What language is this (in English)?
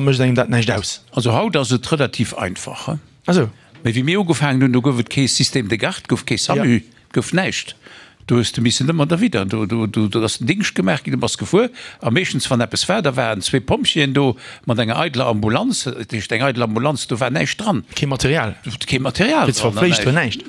Luxembourgish